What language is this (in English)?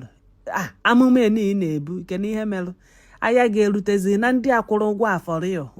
Igbo